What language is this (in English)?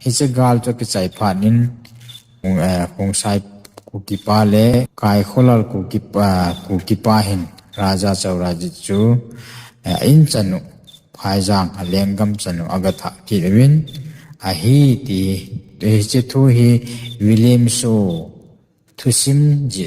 Thado Chin